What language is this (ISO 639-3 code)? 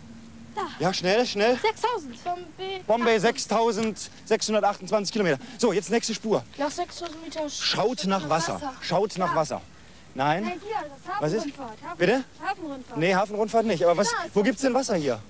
deu